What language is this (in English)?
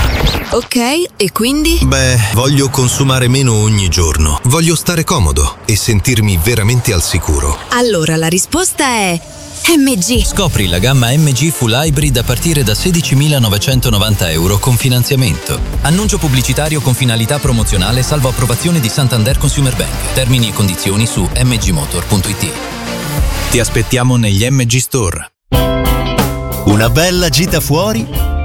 Italian